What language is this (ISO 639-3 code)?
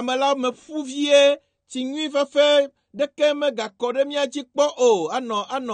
ewe